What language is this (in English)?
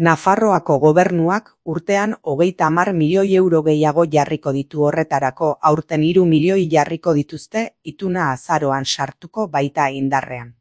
Basque